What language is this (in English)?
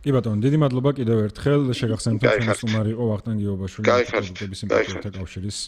Georgian